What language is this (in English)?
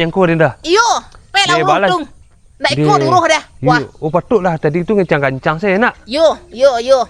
Minangkabau